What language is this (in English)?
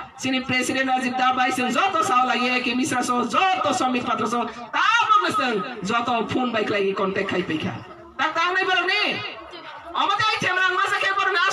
Kok Borok